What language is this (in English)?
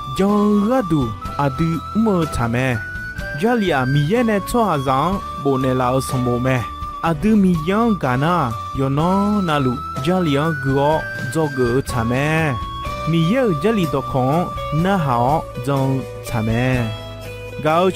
Akha